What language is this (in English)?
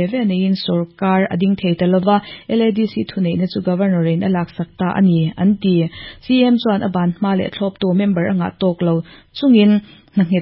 Mizo